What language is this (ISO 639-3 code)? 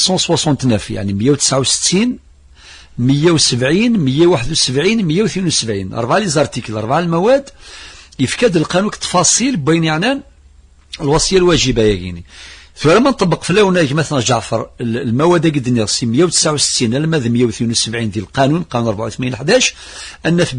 kab